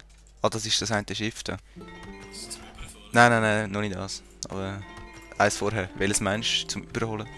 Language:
Swiss German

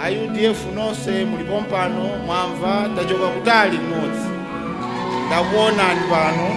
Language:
Nyanja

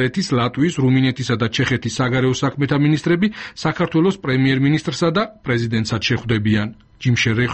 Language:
Georgian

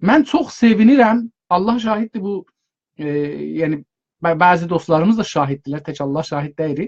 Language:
South Azerbaijani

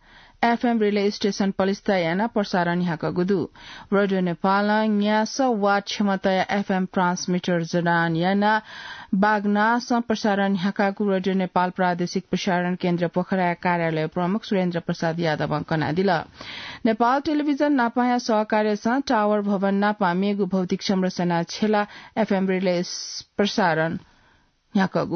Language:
Newari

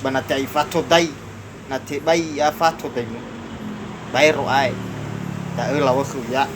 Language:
Nias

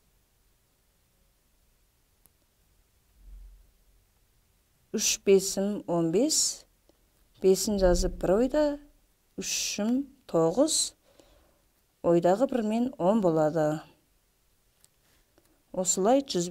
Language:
Kazakh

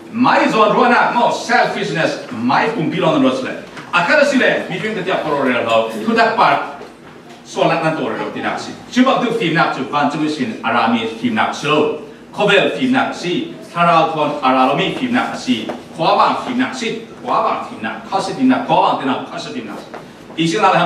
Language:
Falam Chin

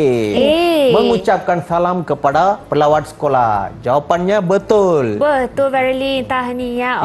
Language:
Malay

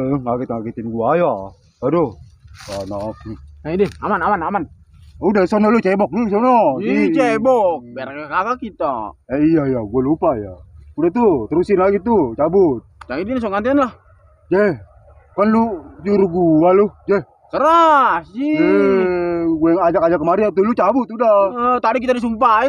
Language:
Betawi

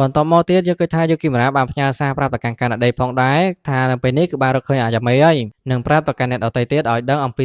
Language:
Khmer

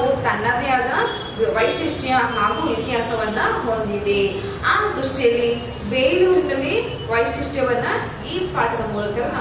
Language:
Kannada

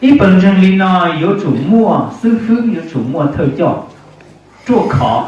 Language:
Hmong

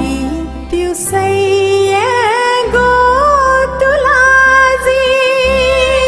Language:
Newari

